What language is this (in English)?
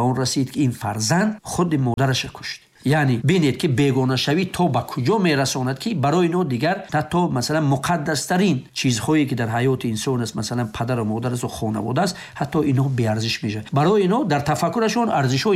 Tajik